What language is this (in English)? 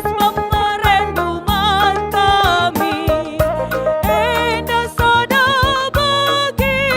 Batak Karo